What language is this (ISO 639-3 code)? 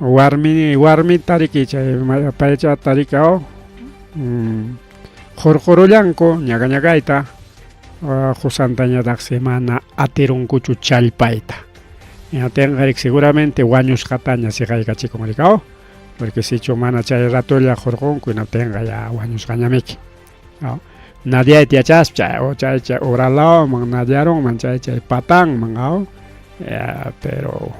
quy